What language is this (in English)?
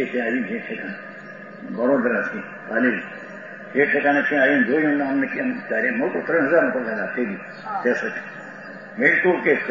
Gujarati